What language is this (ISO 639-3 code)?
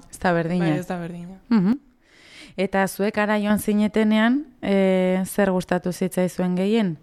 eus